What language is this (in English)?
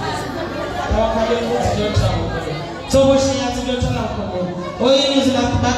Swahili